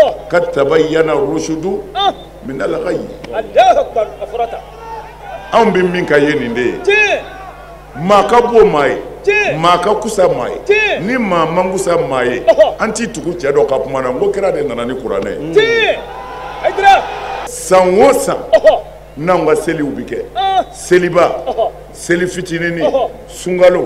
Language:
Bambara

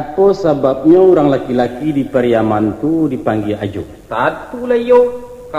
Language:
Minangkabau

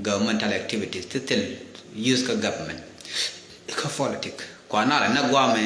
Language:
Nuer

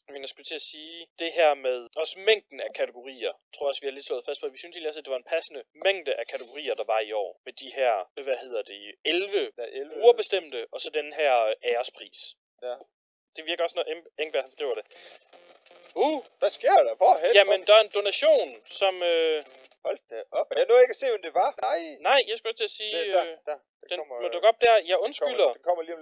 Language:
Danish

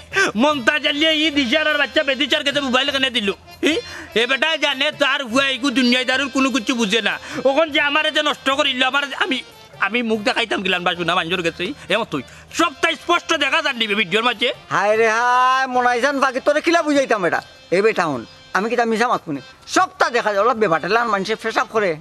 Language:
Sylheti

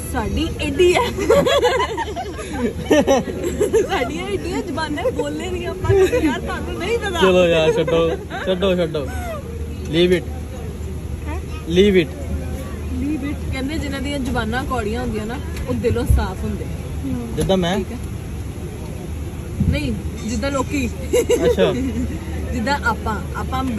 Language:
Punjabi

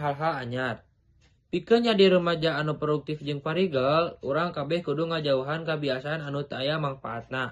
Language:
Sundanese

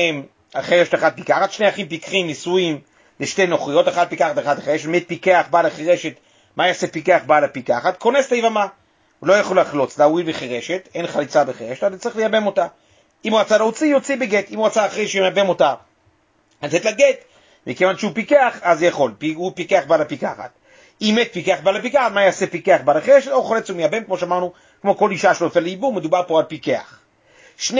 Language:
Hebrew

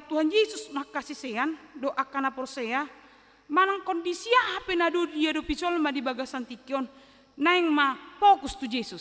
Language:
Batak Toba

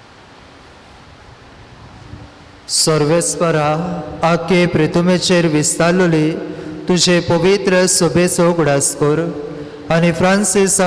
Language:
Konkani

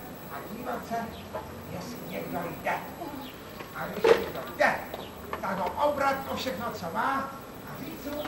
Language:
Czech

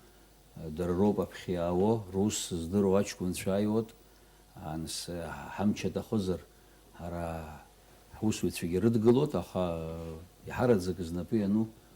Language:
Abkhazian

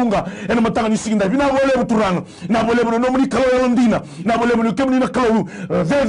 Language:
Fijian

